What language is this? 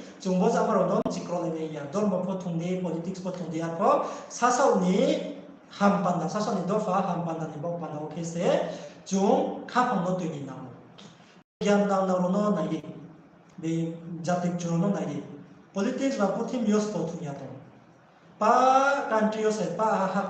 Riang (India)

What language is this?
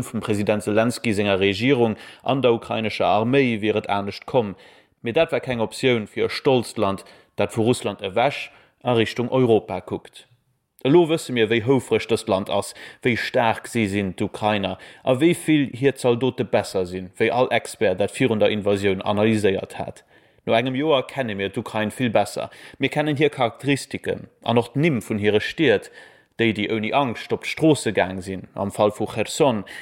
Luxembourgish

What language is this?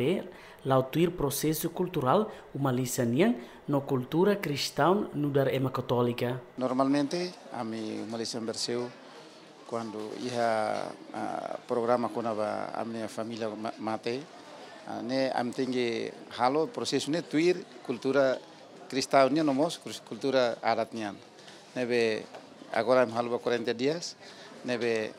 Tetum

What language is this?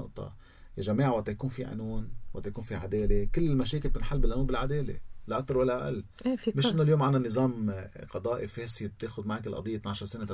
North Levantine Arabic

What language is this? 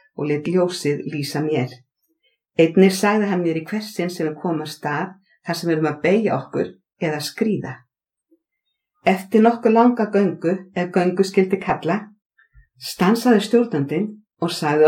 Icelandic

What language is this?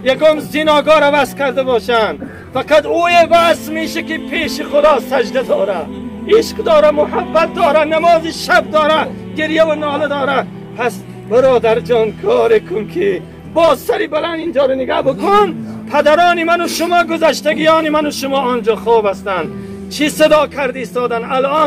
Tajik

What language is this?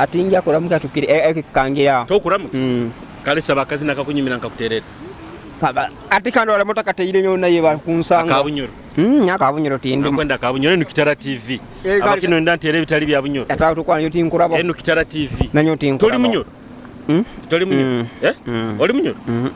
Nyoro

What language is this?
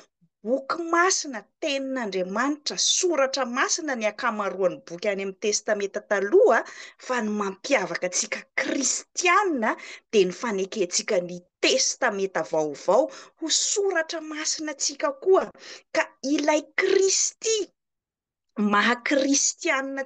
Malagasy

